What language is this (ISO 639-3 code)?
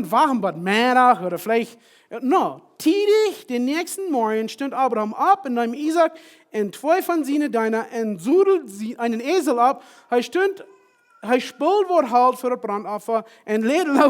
pdt